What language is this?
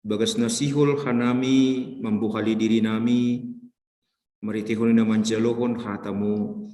Batak Simalungun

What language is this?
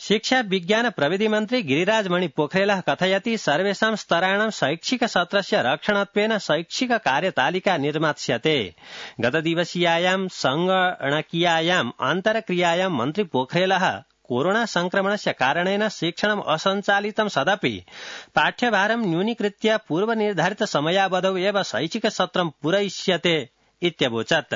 Sanskrit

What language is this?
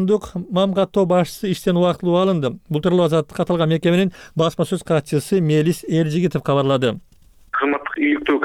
Kyrgyz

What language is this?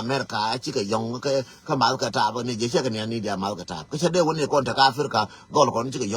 Nuer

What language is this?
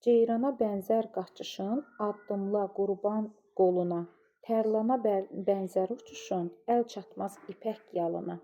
Azerbaijani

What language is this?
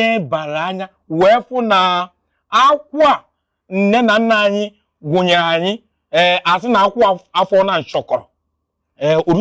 Igbo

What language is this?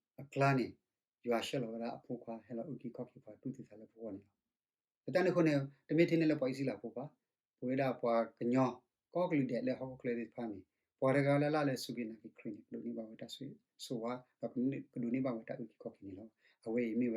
S'gaw Karen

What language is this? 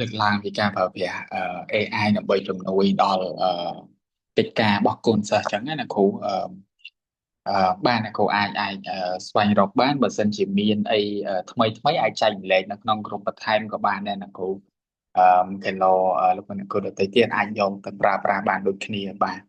Khmer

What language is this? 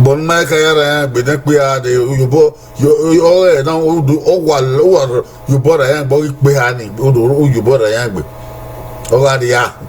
Bini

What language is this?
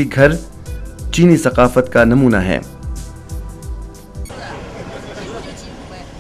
Urdu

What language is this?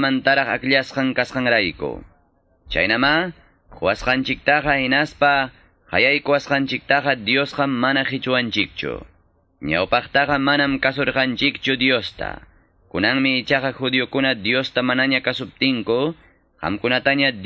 Quechua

